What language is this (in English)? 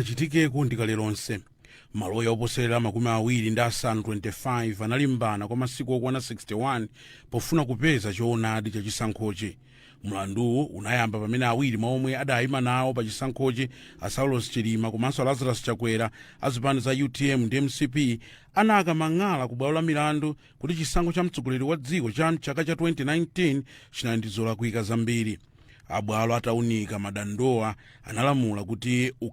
Nyanja